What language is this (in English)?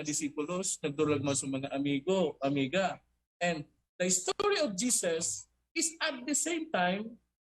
Bikol